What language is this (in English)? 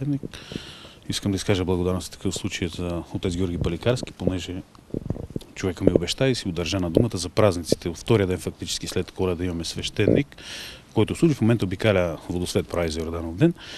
Bulgarian